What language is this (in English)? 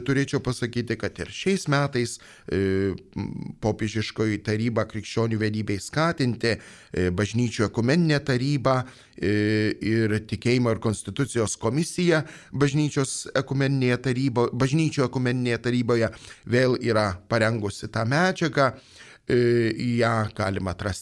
Lithuanian